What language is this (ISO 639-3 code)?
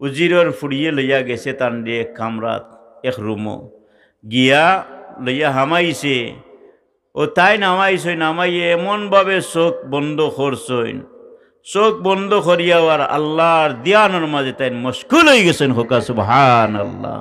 syl